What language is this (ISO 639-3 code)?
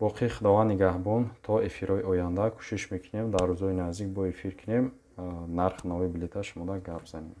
tgk